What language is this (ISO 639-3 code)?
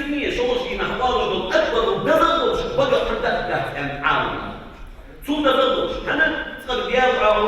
inh